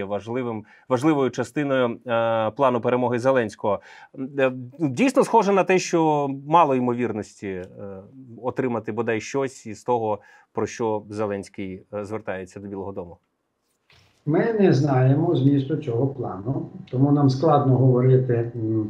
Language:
Ukrainian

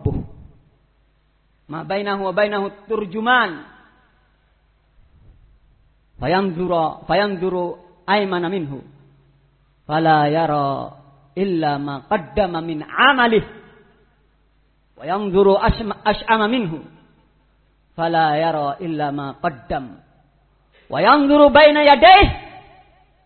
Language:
Indonesian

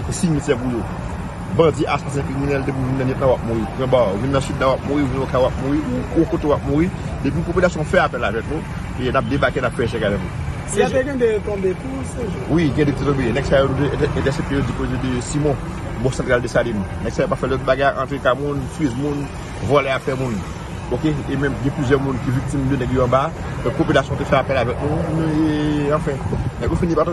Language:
Haitian Creole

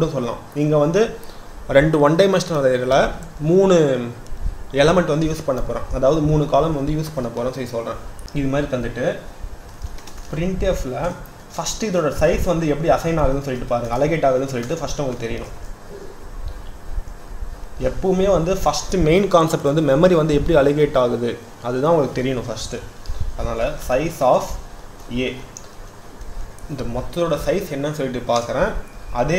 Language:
Tamil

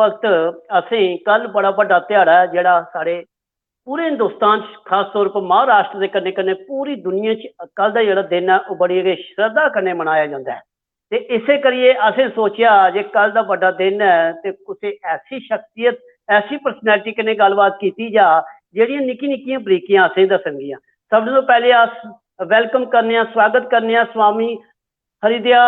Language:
Dogri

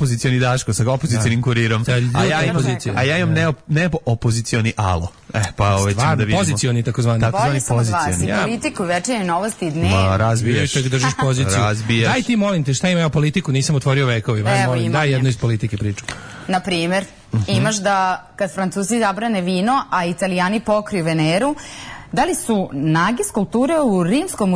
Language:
Serbian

